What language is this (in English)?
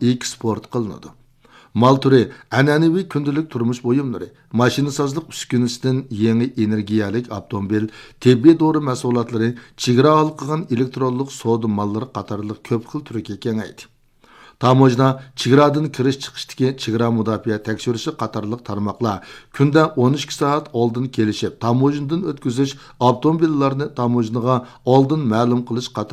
Uyghur